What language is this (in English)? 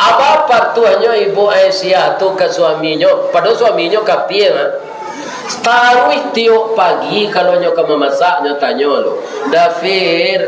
Minangkabau